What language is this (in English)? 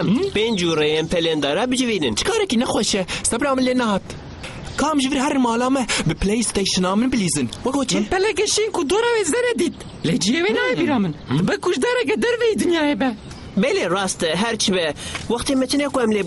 Kurdish